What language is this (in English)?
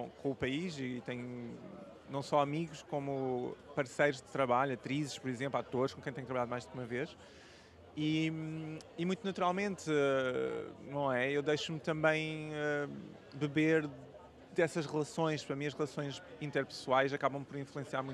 Portuguese